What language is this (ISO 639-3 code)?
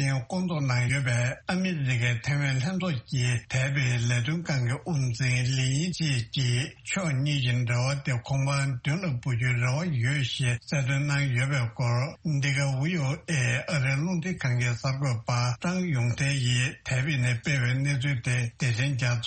bod